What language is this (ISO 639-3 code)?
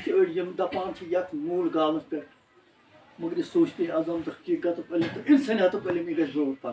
kas